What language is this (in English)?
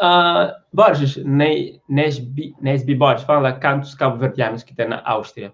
Kabuverdianu